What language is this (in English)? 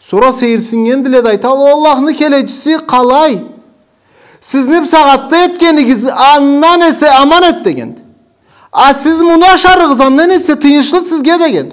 Karachay-Balkar